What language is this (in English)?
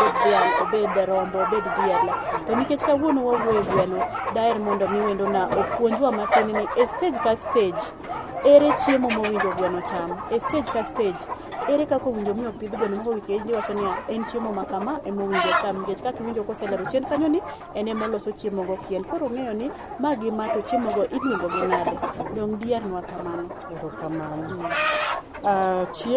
Luo (Kenya and Tanzania)